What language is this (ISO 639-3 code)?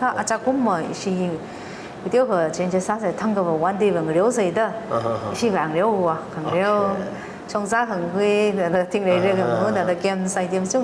nmf